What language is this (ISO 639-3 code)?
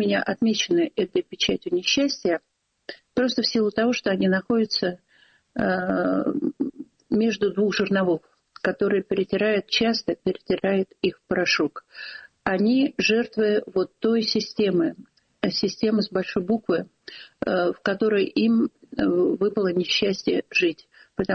rus